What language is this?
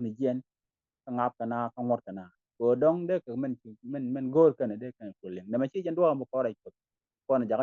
Nuer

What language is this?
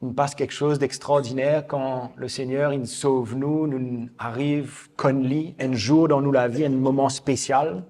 Morisyen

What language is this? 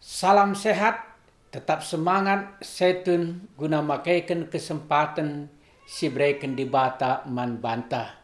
Batak Karo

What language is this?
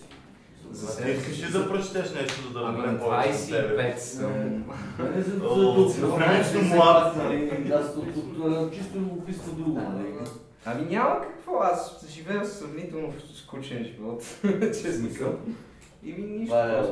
Bulgarian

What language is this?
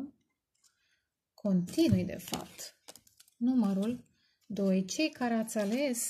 Romanian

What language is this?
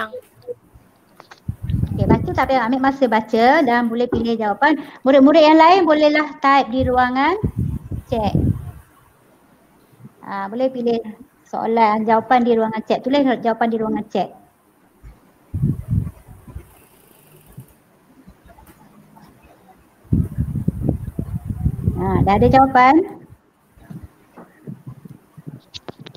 Malay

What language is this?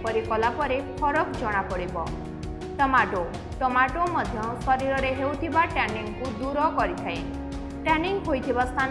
Odia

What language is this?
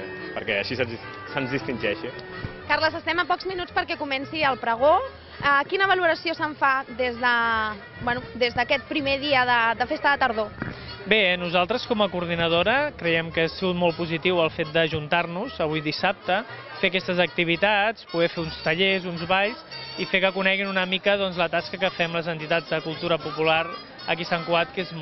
Catalan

